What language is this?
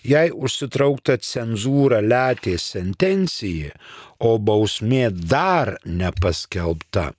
Lithuanian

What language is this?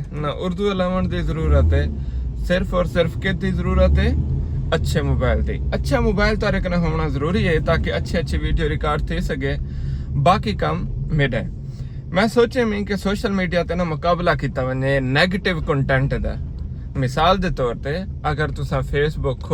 Saraiki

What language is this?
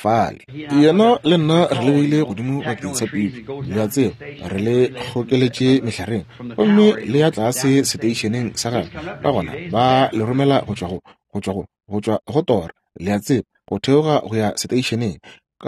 Northern Sotho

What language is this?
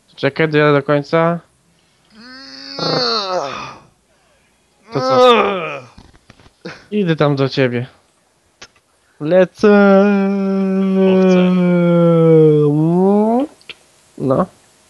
Polish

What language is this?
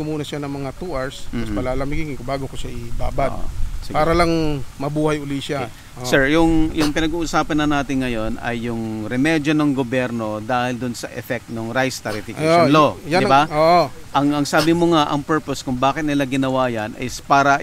Filipino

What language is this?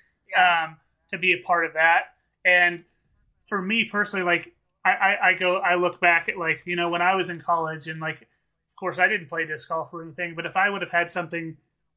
English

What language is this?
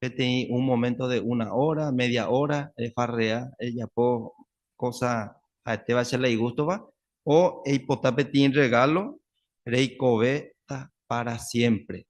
Guarani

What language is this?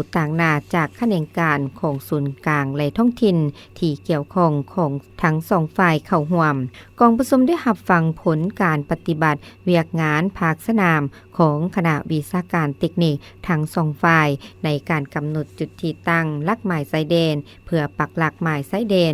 Lao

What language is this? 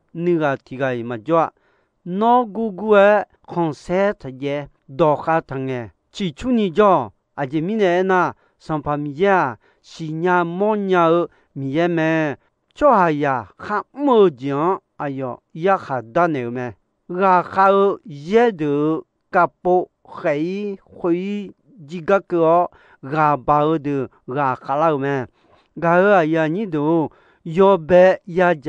Akha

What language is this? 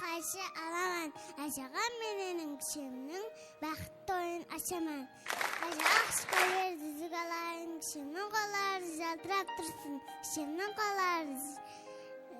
Kara-Kalpak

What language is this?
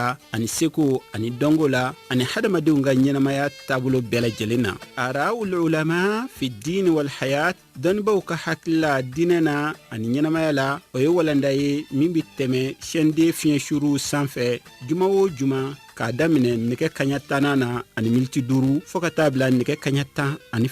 Bambara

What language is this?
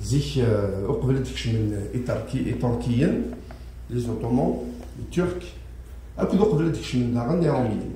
Kabyle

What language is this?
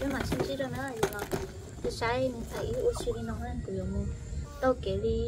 Hmong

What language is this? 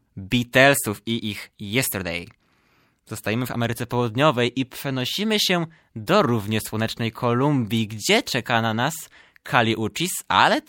Polish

